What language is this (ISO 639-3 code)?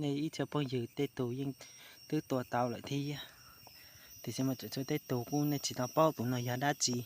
hmn